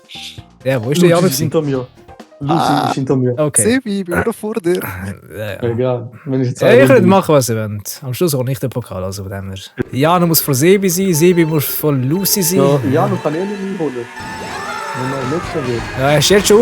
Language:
Swiss German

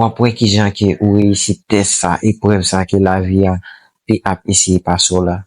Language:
Haitian Creole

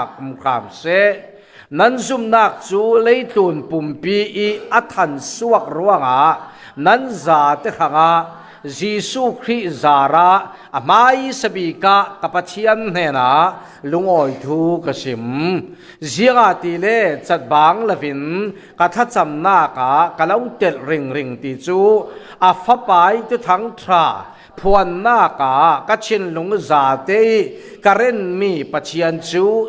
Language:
Falam Chin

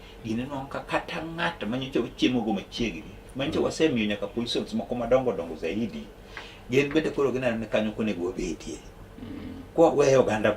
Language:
Luo (Kenya and Tanzania)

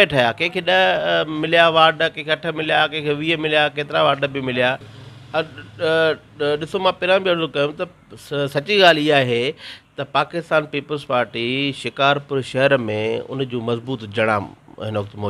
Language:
Sindhi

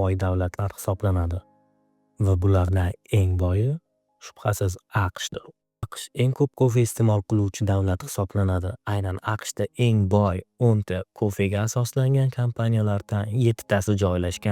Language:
Uzbek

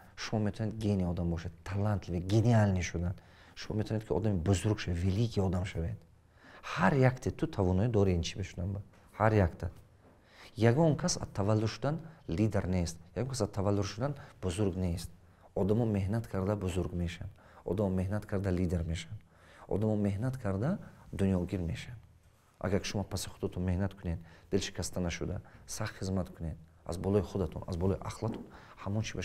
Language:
Tajik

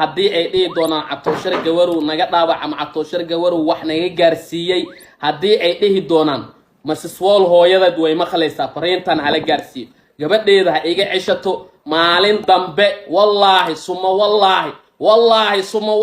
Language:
Somali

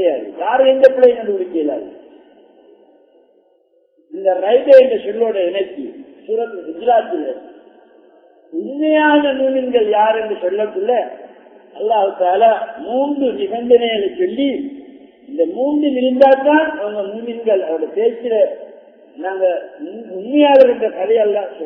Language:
Tamil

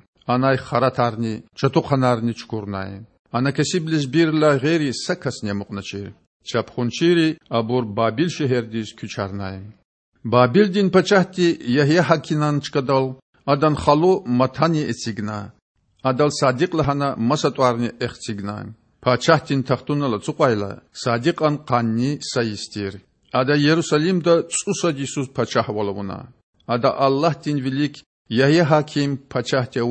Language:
Lezghian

